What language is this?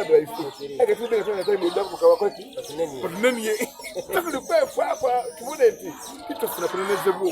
Soga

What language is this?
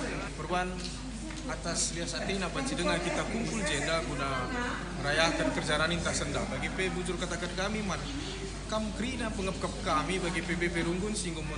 Batak Karo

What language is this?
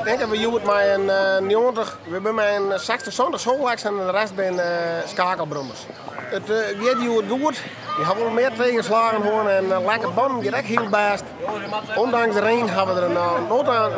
Western Frisian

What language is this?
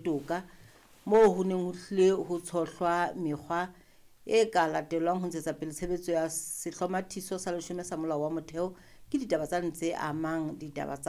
Southern Sotho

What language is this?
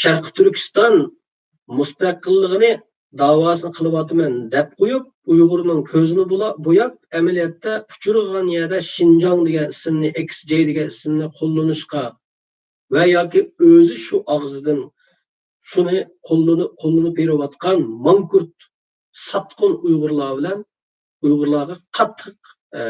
Uyghur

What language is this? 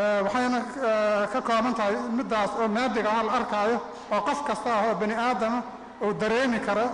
Somali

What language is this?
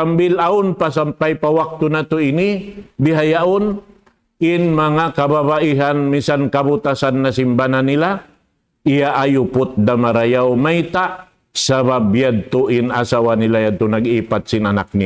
Tausug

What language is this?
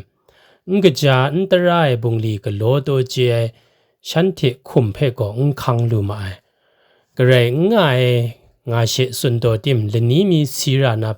Kachin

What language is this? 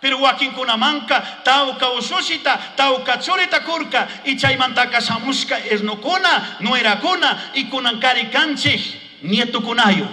Chimborazo Highland Quichua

